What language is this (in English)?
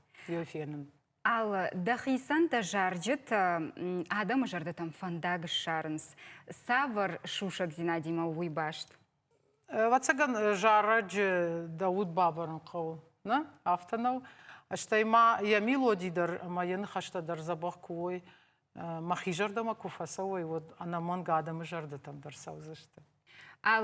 Ossetic